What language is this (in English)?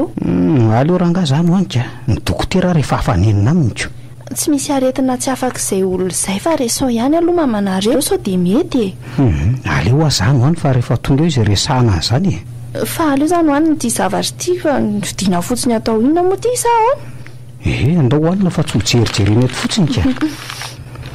Malagasy